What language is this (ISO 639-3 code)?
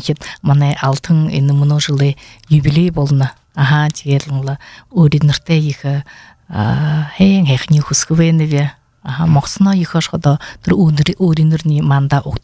bua